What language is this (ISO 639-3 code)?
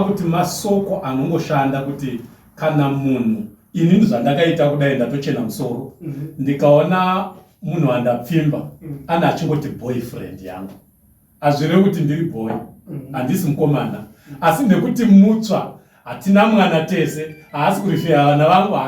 sna